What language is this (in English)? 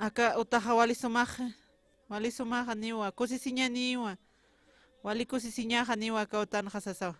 Aymara